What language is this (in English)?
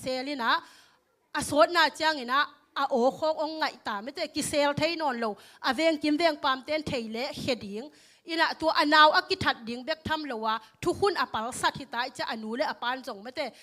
Tedim Chin